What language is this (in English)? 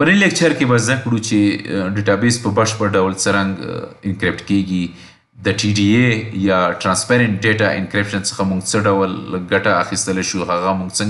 Pashto